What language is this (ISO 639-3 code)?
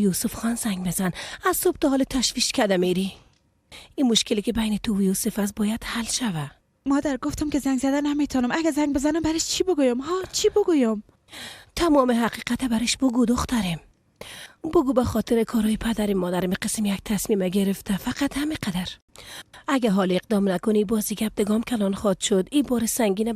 fas